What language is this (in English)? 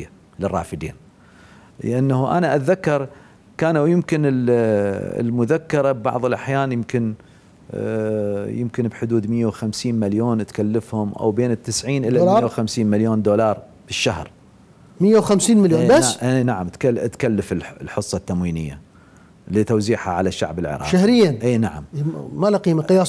Mesopotamian Arabic